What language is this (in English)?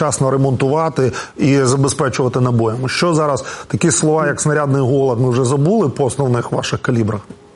Ukrainian